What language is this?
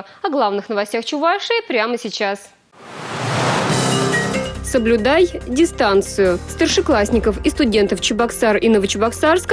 Russian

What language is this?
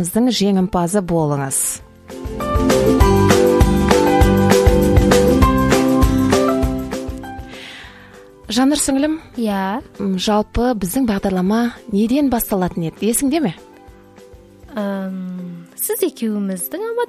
Kazakh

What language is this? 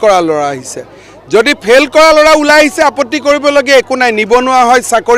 Assamese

